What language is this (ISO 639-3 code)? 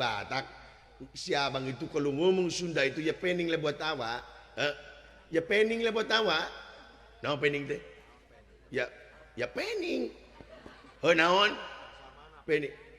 sun